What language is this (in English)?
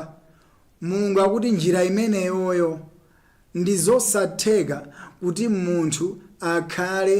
Nyanja